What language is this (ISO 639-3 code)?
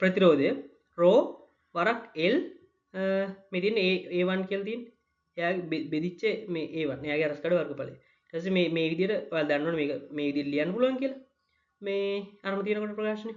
sin